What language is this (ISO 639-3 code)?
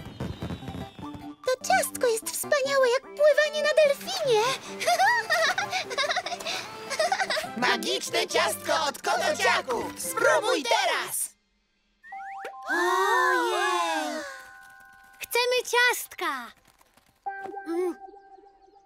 pol